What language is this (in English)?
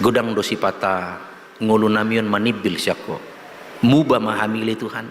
Batak Toba